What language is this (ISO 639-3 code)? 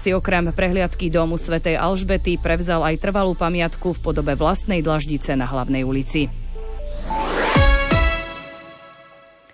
slk